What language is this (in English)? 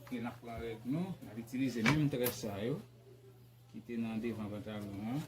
Haitian Creole